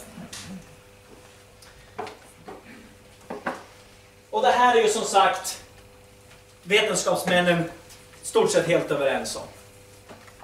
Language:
Swedish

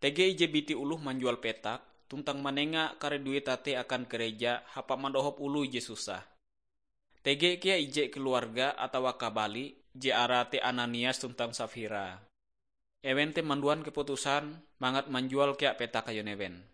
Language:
Ngaju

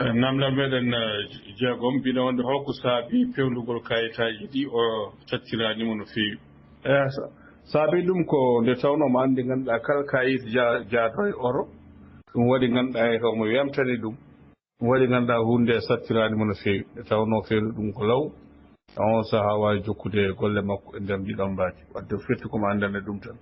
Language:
Fula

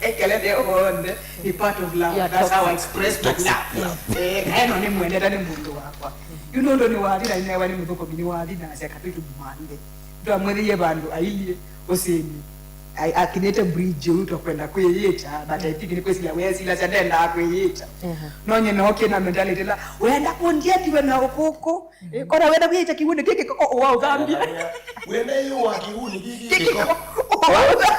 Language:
Kamba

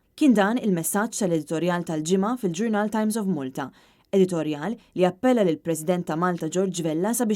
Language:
Maltese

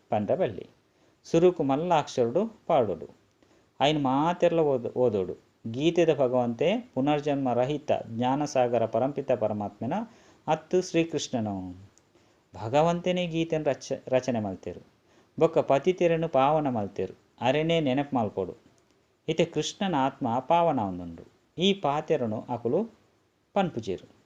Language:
Tulu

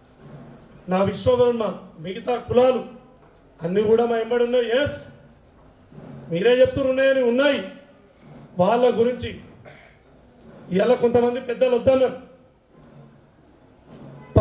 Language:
Telugu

